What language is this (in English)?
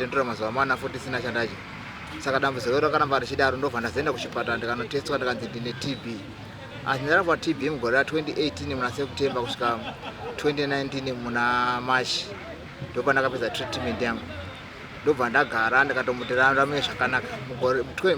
Shona